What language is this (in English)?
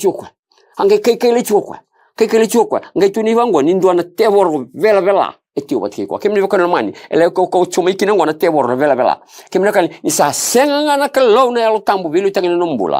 Fijian